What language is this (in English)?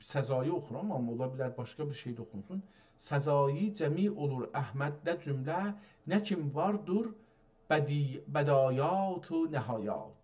South Azerbaijani